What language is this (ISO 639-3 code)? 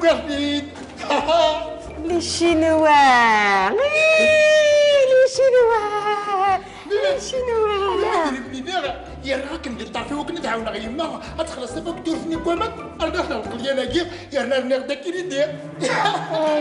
kab